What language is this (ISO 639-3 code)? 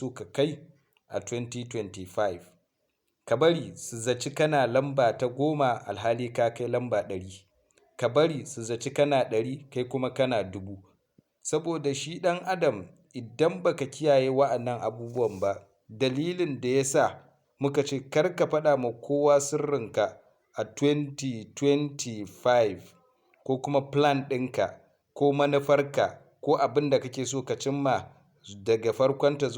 hau